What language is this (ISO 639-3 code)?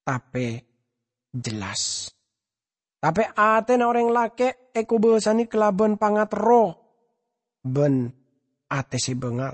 mad